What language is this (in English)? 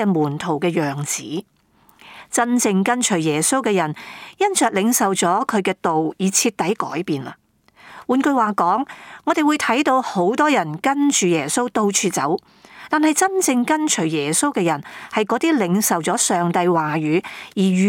Cantonese